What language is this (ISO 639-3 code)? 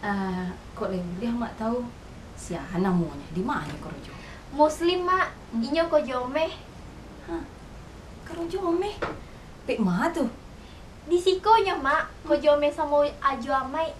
min